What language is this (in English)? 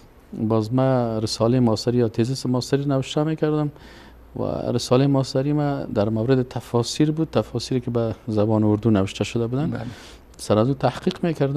Persian